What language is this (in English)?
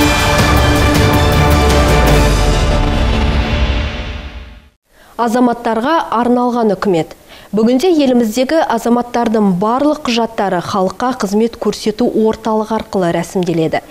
Kazakh